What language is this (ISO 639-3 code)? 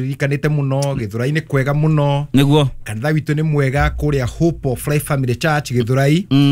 kik